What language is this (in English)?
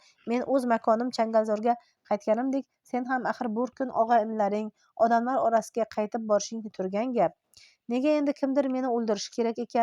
Uzbek